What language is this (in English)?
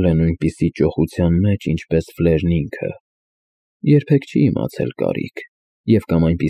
Armenian